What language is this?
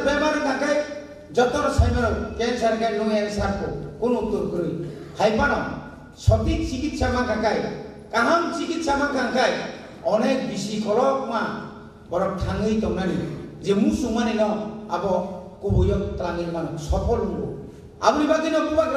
Kok Borok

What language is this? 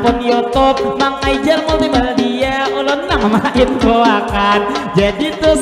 Banjar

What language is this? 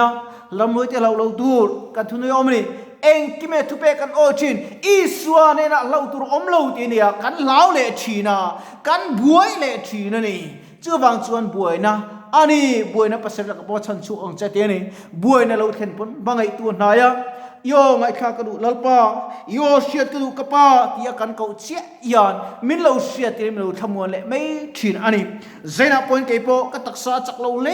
Mizo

